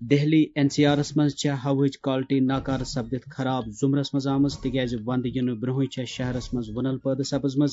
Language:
Kashmiri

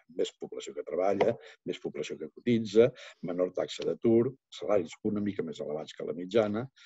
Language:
Catalan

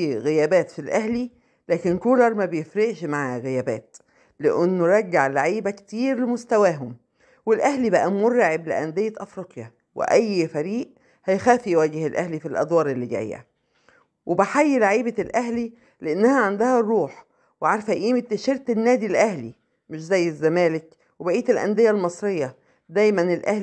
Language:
Egyptian Arabic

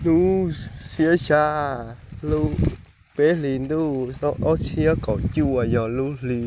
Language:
Hmong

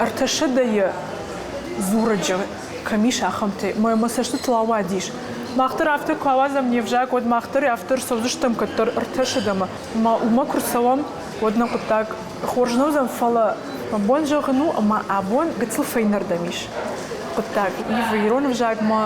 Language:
Ossetic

